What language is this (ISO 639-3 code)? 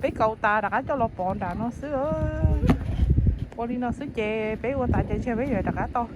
hmn